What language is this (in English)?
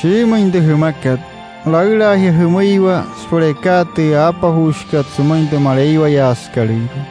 Wayuu